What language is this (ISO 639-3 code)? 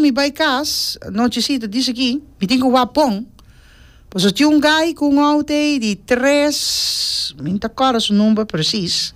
pap